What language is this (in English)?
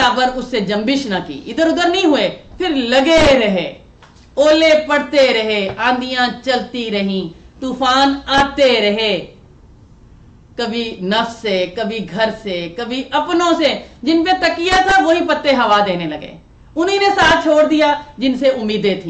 Urdu